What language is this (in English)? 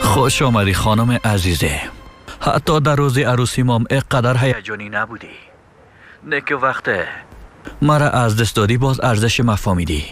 Persian